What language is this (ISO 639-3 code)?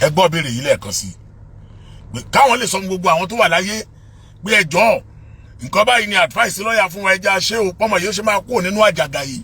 yor